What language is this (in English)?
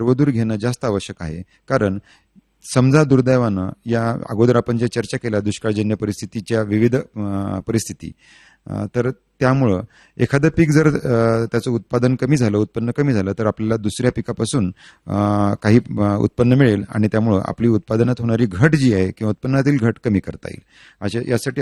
Marathi